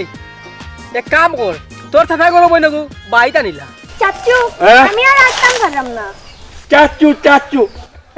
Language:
Sylheti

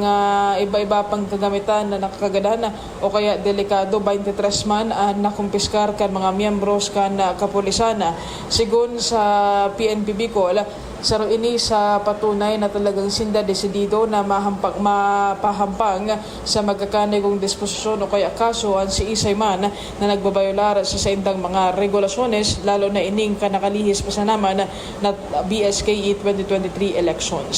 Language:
Bikol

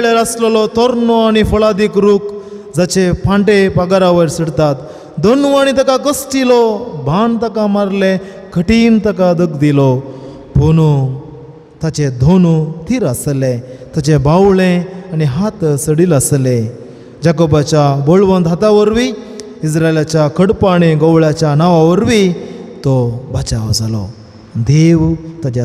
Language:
Konkani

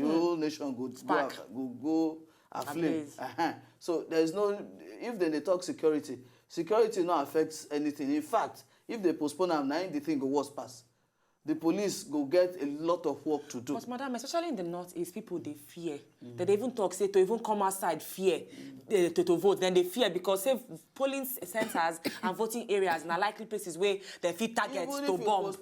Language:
Nigerian Pidgin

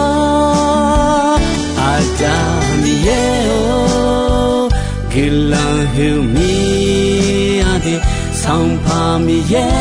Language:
Akha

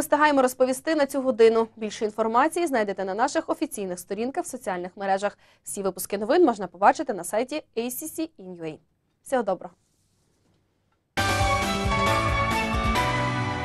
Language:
Ukrainian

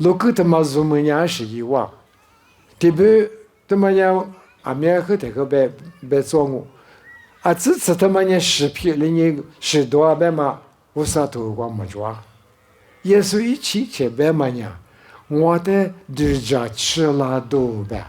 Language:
Lisu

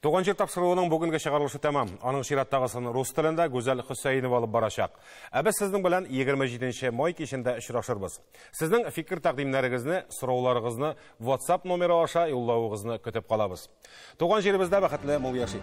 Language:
Tatar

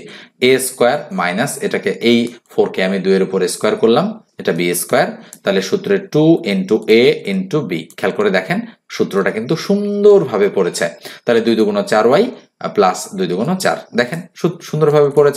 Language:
Bangla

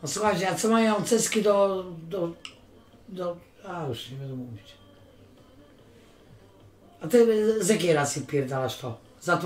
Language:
Polish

